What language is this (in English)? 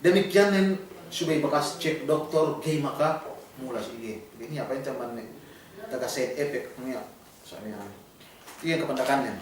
Yakan